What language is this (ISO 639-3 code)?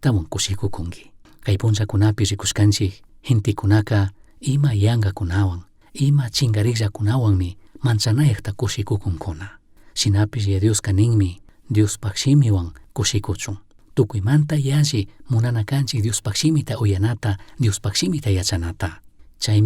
qug